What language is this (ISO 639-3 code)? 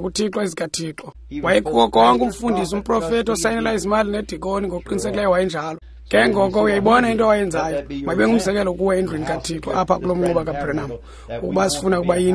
xho